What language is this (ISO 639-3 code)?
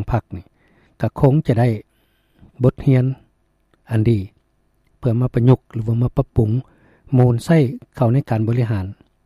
lao